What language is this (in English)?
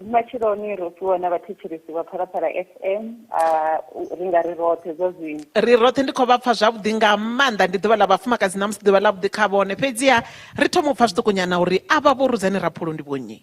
Venda